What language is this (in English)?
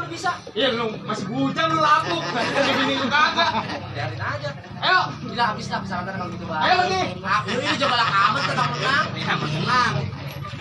Betawi